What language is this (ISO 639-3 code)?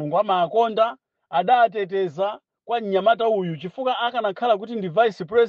nya